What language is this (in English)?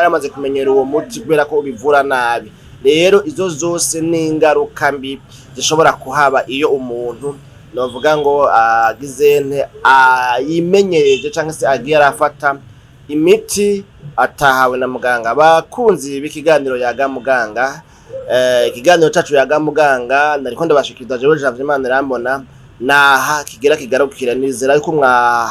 Rundi